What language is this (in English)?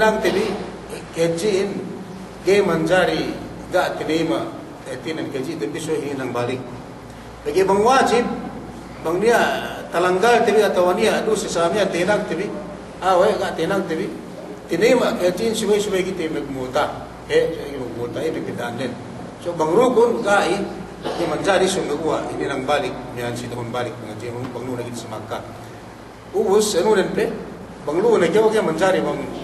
Yakan